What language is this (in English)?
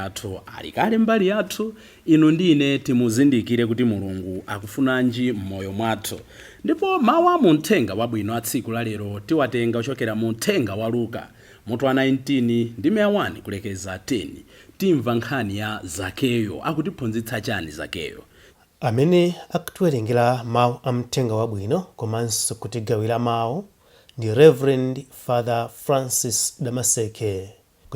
Nyanja